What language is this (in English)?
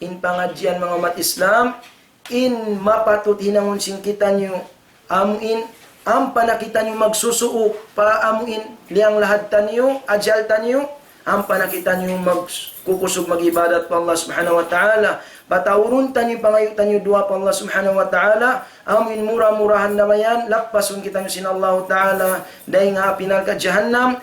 Tausug